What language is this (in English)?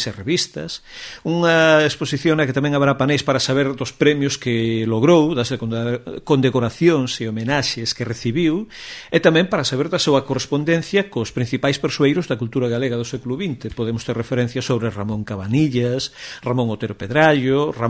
Galician